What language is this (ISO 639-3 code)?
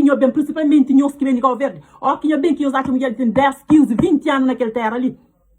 kea